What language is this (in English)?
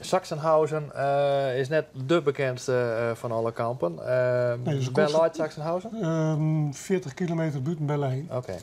Western Frisian